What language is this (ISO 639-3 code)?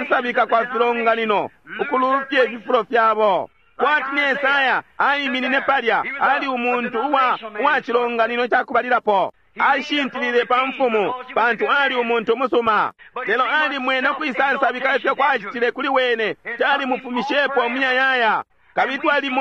bem